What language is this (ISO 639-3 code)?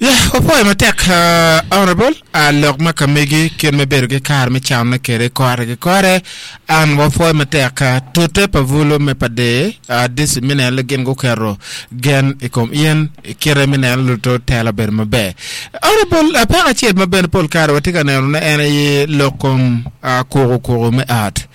ach